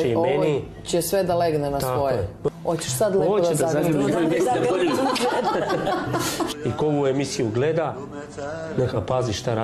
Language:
Serbian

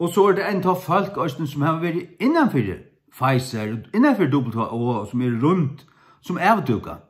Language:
Faroese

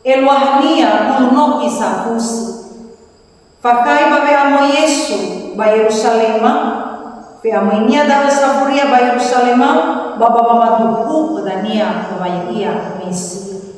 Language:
Nias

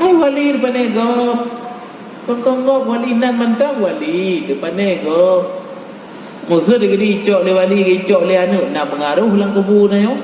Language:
Achinese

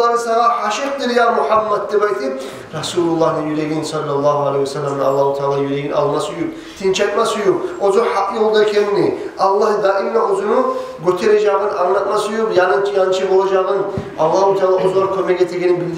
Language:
Kumyk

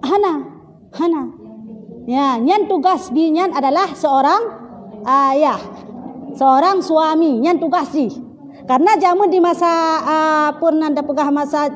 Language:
Achinese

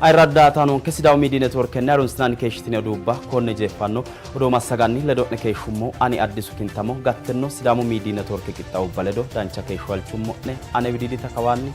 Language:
Sidamo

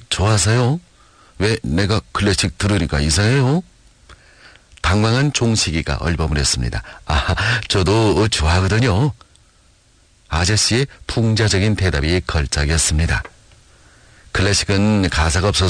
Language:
Korean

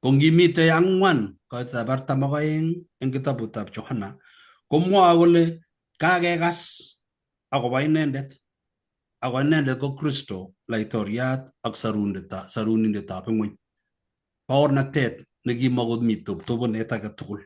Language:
Kalenjin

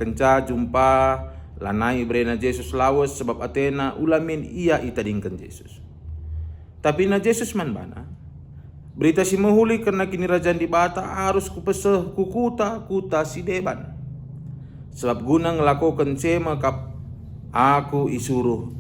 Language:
Batak Karo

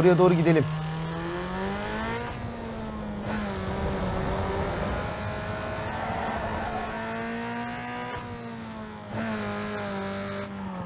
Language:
Turkish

